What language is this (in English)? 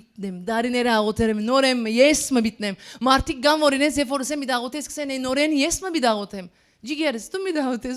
Western Armenian